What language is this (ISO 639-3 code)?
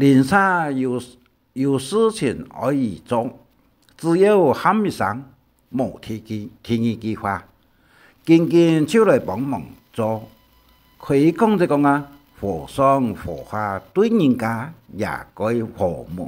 hak